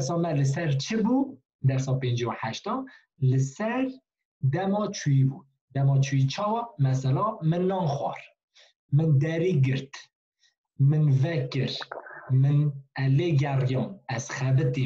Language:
Kurdish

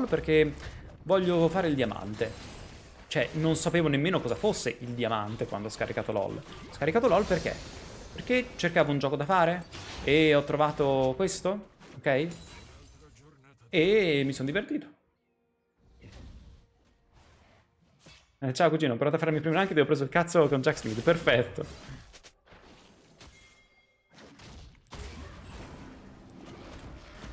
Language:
Italian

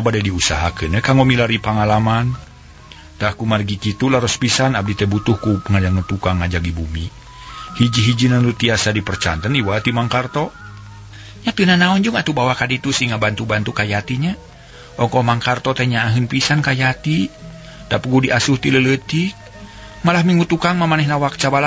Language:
Sundanese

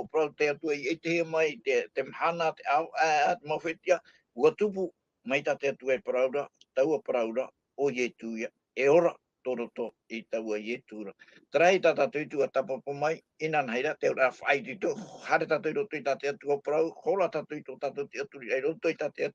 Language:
Tahitian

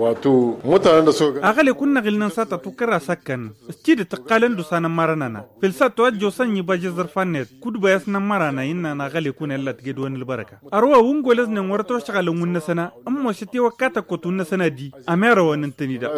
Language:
Tamasheq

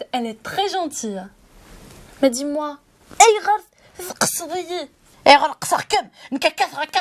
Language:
Kabyle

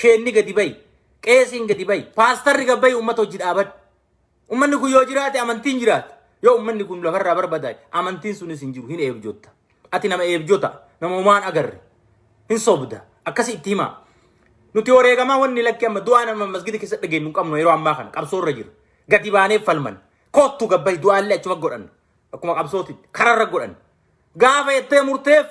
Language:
Oromo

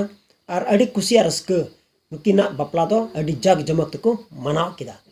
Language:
Santali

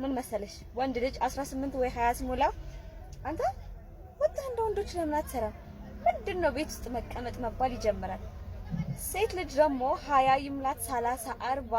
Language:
Amharic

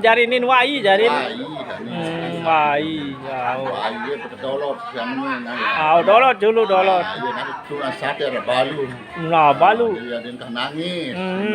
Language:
Sasak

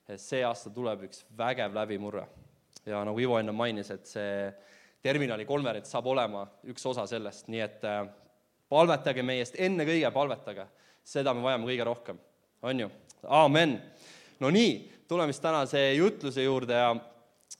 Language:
Estonian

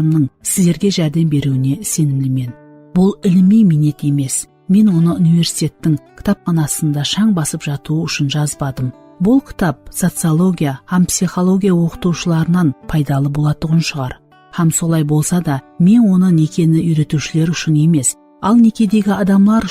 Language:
Kara-Kalpak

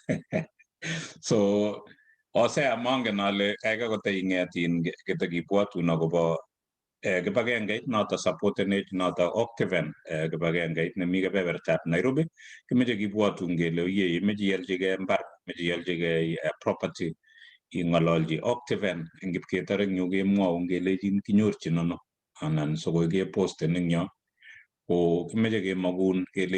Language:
Kalenjin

